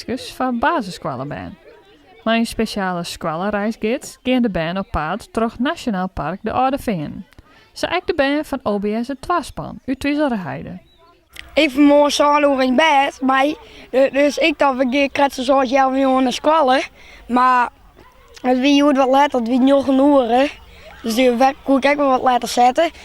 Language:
Western Frisian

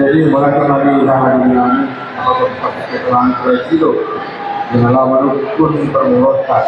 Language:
Batak Toba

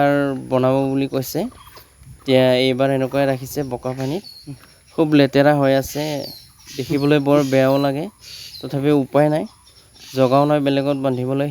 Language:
Assamese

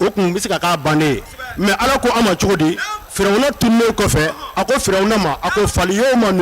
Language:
Bambara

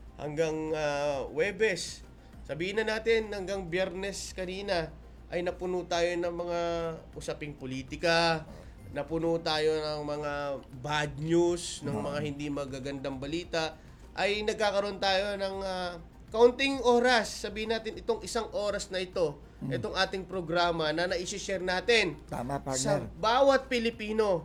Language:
Filipino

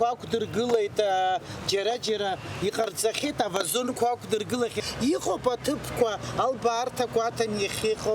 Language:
Abkhazian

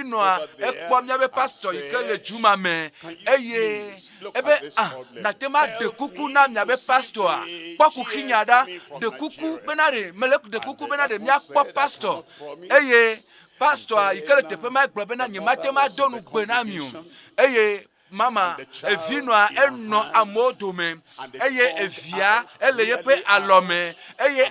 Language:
Ewe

